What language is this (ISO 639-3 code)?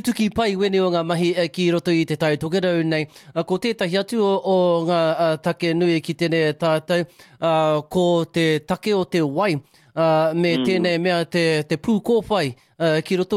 mri